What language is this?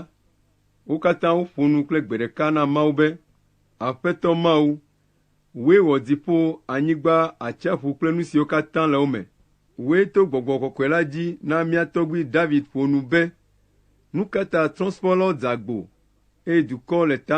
Ewe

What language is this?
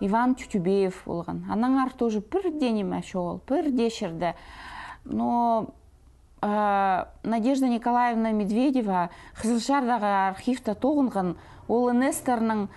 Khakas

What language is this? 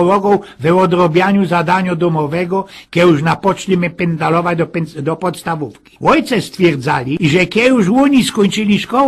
Silesian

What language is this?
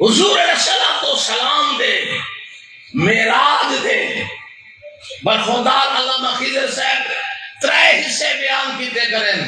Saraiki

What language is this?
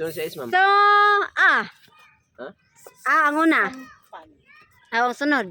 Cebuano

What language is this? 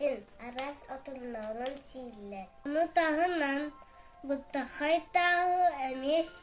Yakut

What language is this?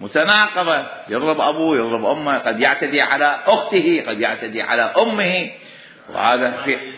Mesopotamian Arabic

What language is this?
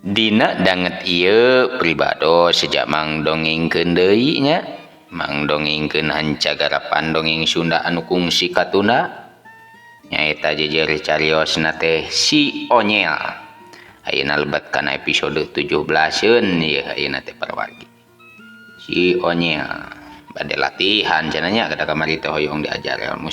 Sundanese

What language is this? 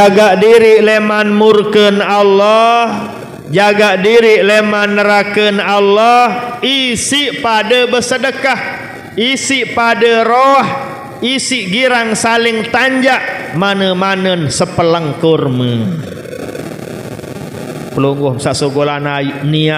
Sasak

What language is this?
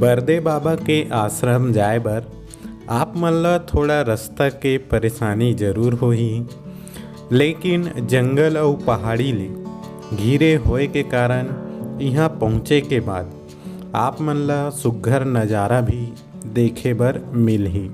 Chhattisgarhi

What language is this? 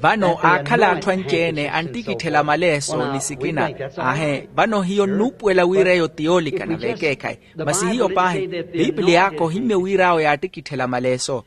Makhuwa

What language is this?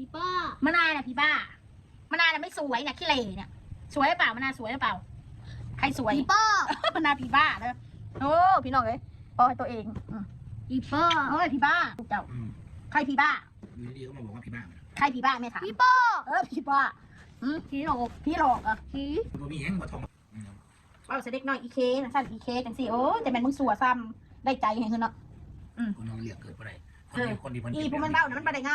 Northeastern Thai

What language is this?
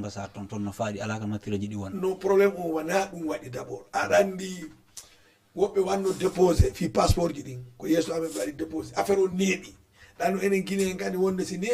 Fula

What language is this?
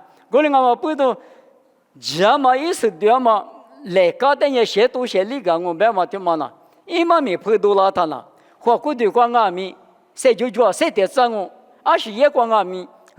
Lisu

